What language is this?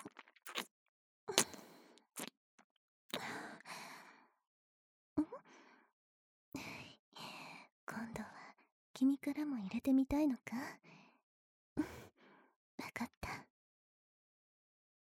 Japanese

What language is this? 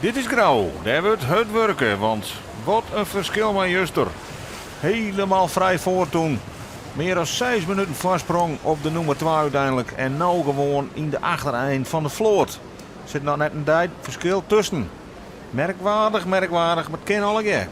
Western Frisian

